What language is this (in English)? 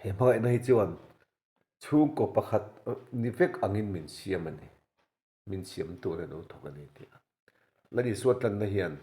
Mizo